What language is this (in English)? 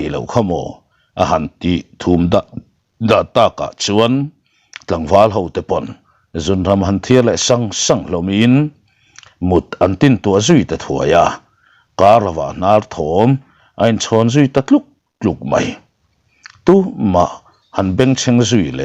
Mizo